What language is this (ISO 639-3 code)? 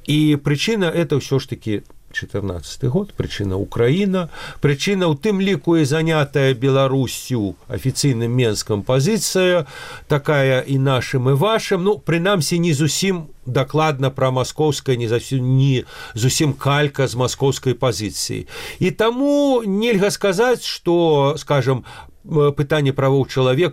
bel